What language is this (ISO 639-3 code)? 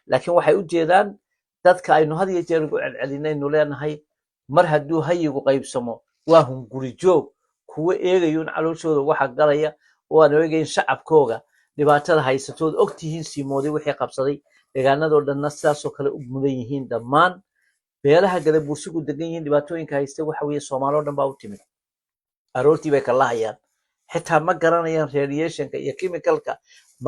som